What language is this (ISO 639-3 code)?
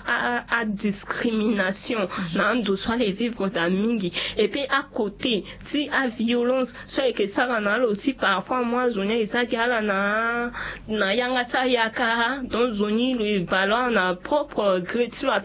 sag